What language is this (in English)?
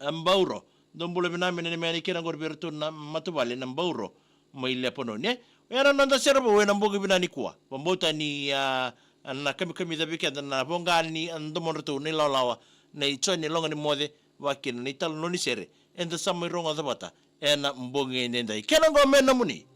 Fijian